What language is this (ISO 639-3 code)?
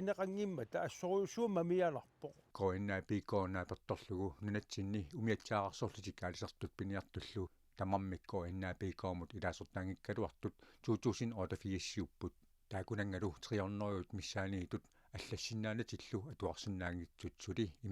kal